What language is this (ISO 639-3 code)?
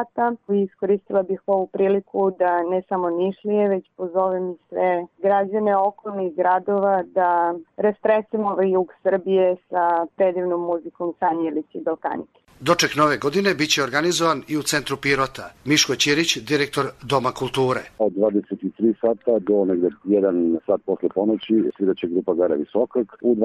srp